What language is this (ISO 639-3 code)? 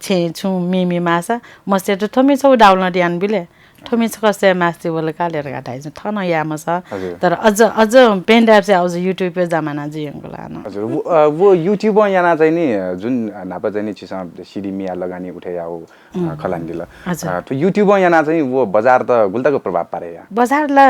new